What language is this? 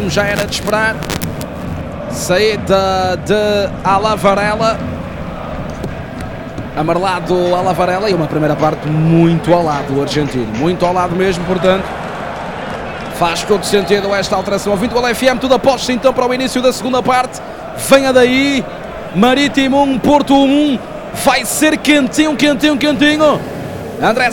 Portuguese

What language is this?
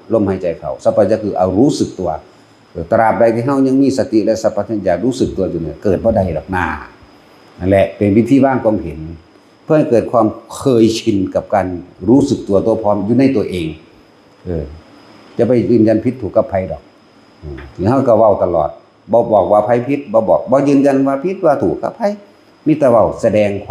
Northeastern Thai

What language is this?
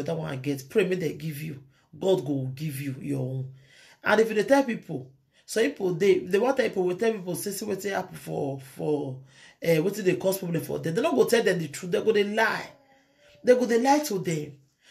Nigerian Pidgin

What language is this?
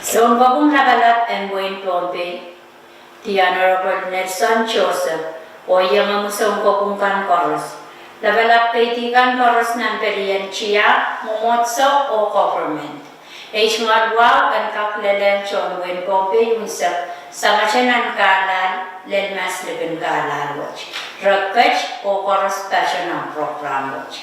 Pohnpeian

